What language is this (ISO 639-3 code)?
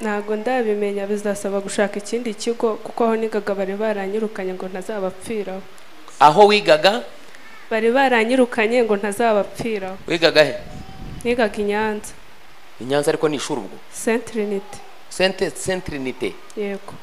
kin